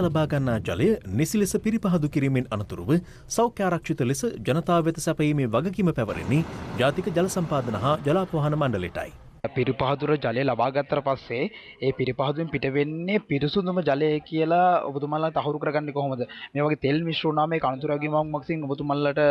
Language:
Sinhala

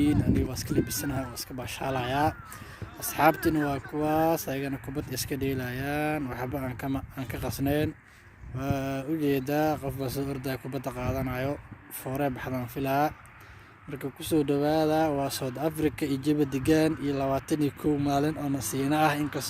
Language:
Somali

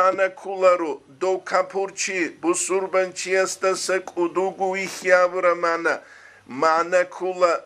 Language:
Avaric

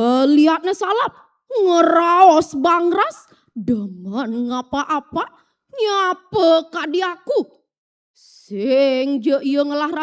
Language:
Balinese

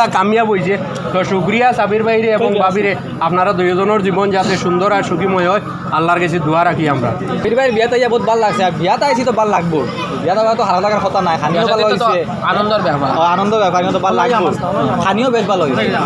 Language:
Sylheti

